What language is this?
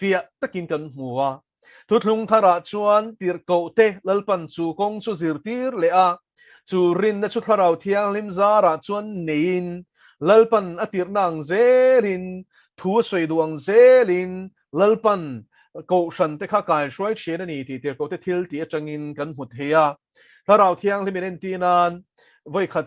Mizo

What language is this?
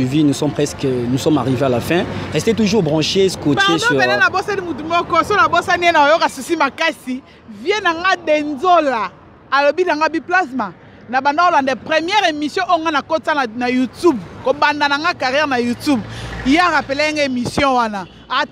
Lingala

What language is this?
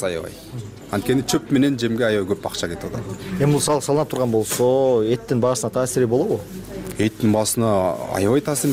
Kyrgyz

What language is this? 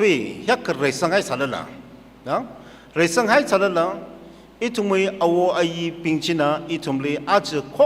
Tangkhul Naga (India)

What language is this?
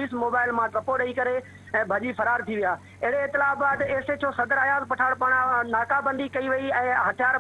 Sindhi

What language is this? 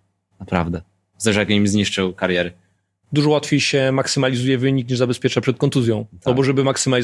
Polish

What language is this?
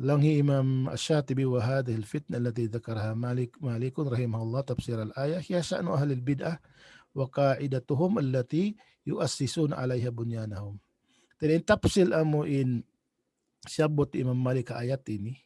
Tausug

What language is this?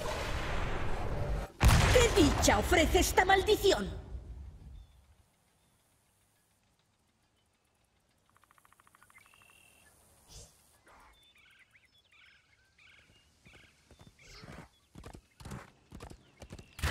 Spanish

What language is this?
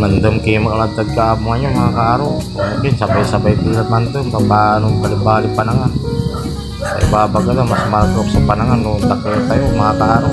Pangasinan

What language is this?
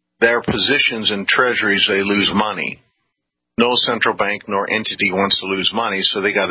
English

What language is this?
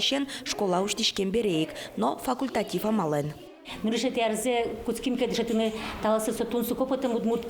Udmurt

